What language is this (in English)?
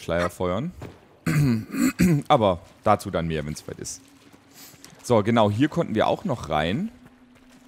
German